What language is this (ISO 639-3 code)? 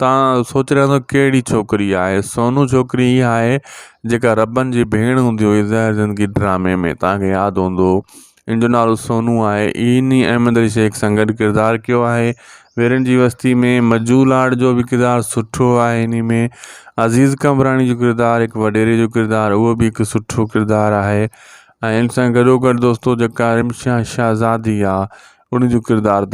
snd